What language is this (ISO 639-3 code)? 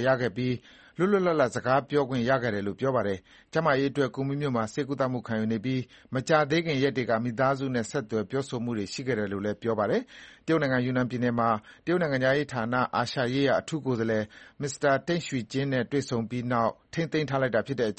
mya